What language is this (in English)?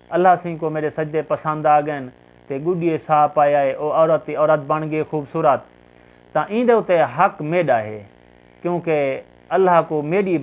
Saraiki